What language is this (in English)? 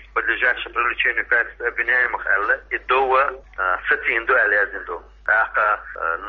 Chechen